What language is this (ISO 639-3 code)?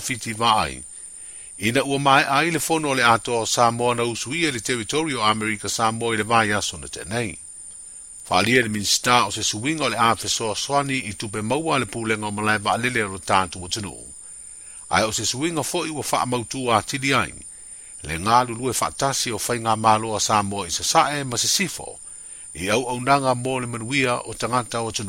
smo